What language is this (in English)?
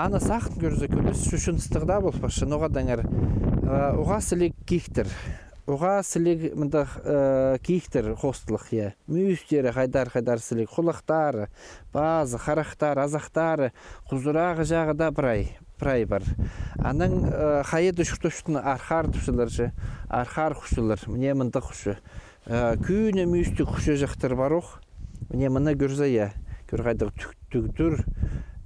Khakas